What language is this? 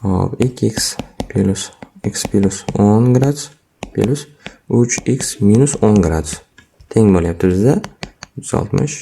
Uzbek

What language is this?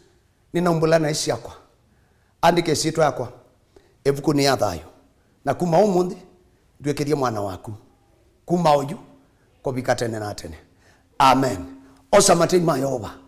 Kamba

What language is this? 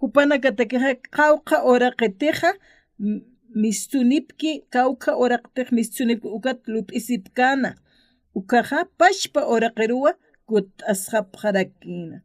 Aymara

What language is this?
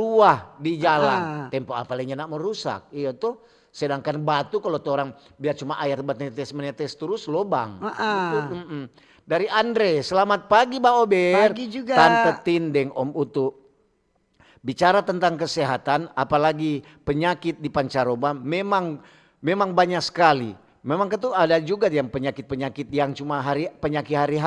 Manado Malay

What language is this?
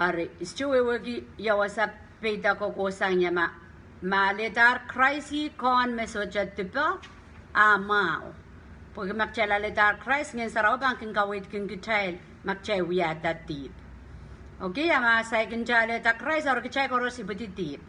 Pohnpeian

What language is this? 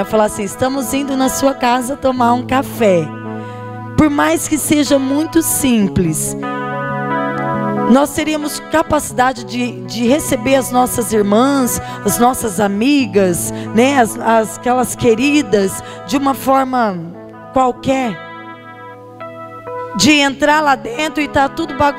Portuguese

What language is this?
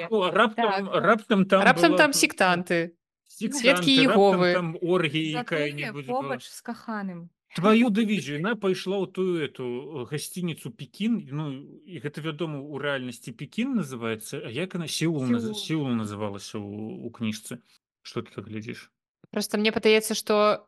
Belarusian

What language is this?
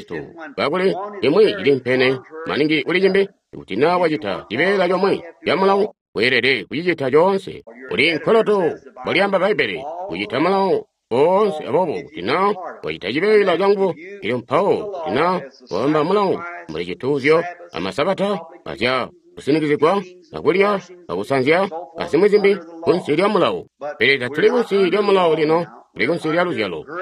Tonga (Zambia)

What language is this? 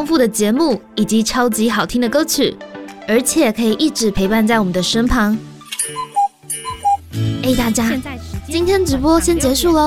Chinese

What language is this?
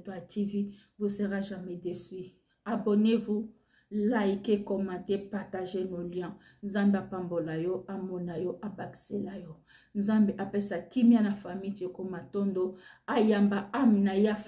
Lingala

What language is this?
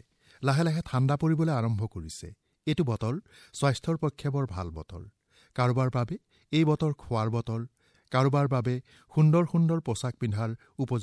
Assamese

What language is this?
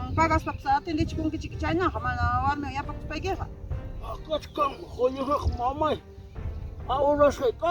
Ayacucho Quechua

